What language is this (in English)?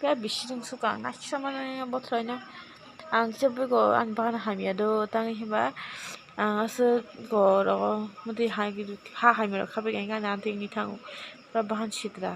Kok Borok